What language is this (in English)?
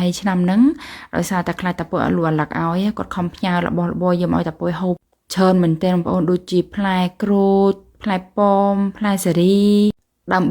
Khmer